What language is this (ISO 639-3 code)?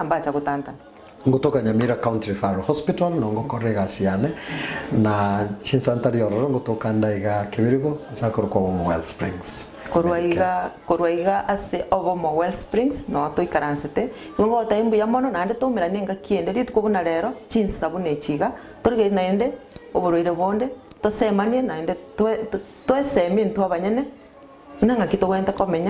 guz